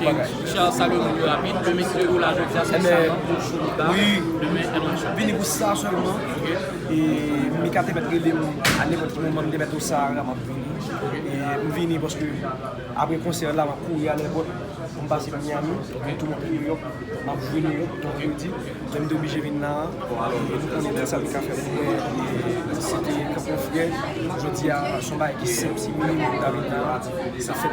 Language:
Haitian Creole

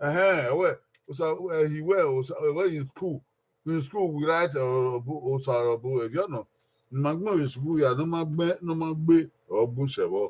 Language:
Bini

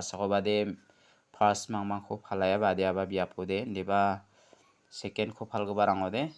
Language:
Garo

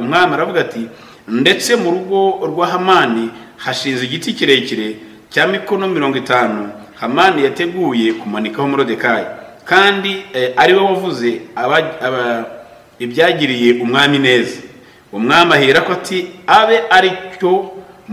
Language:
Kinyarwanda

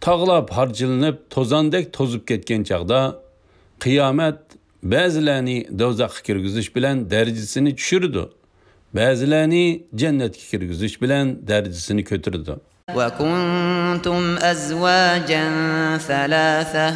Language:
Uyghur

